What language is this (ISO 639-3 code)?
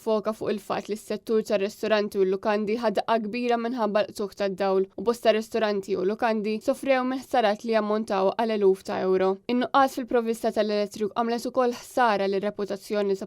mlt